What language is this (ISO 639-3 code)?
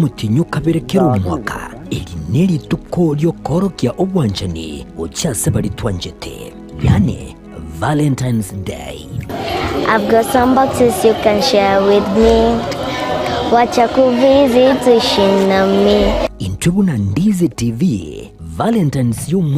guz